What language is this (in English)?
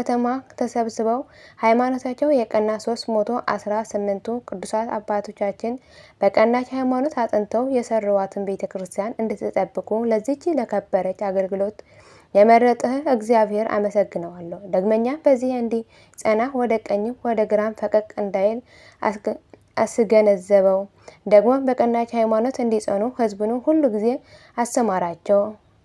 Amharic